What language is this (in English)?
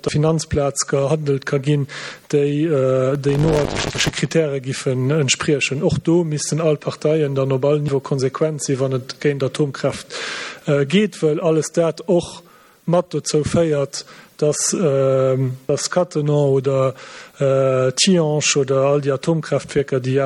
Luxembourgish